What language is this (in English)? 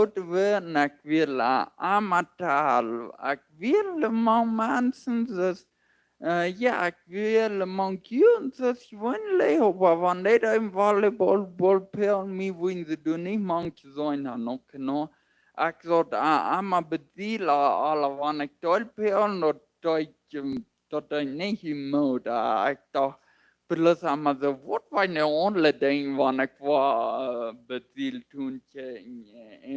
Plautdietsch